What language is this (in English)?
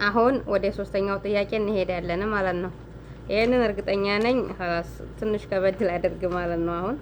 Amharic